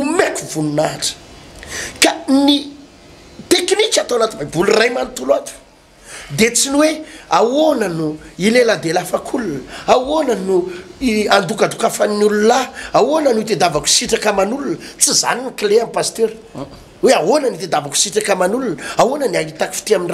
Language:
Malagasy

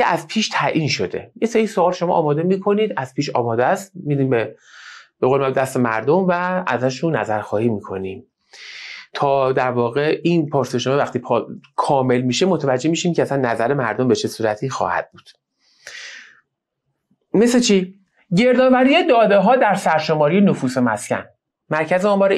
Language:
Persian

